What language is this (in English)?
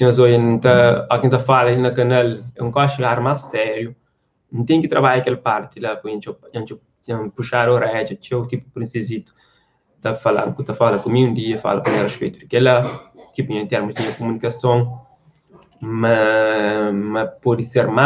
Kabuverdianu